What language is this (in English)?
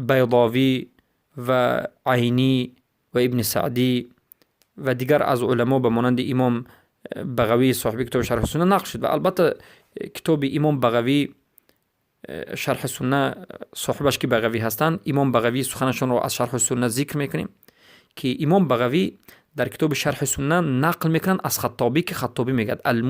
Persian